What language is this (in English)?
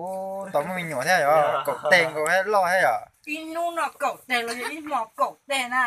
Hmong